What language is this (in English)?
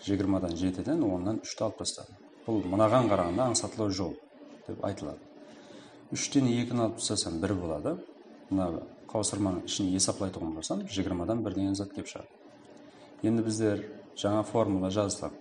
Kara-Kalpak